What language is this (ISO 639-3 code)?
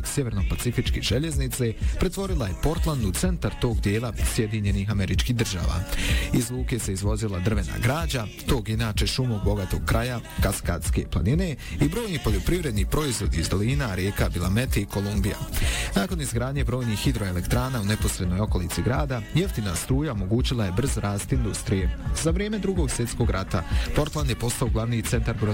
bos